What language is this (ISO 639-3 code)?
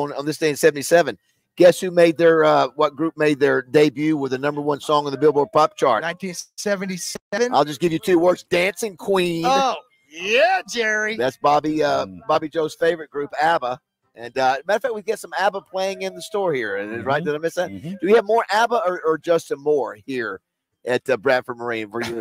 eng